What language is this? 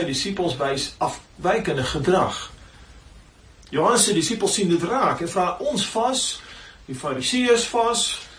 Afrikaans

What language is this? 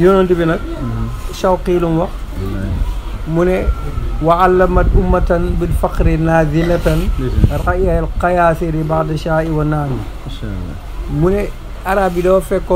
Wolof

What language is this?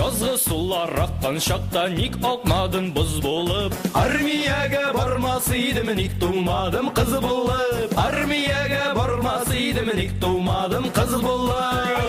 Bashkir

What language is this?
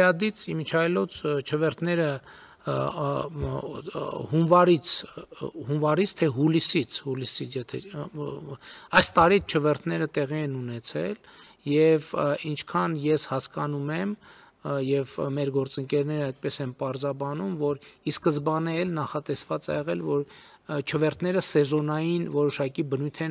Armenian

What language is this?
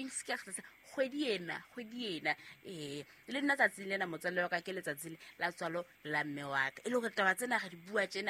Southern Sotho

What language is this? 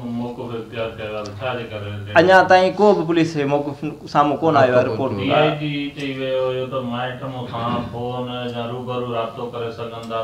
Sindhi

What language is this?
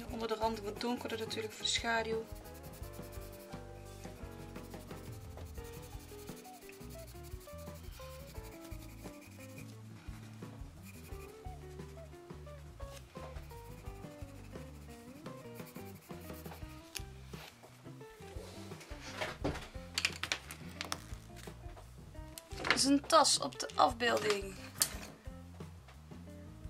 Dutch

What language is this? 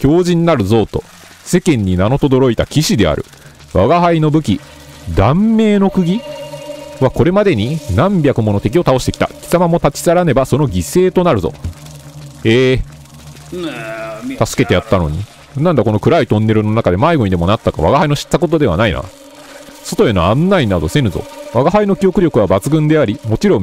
Japanese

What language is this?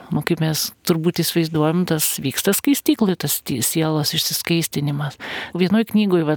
Lithuanian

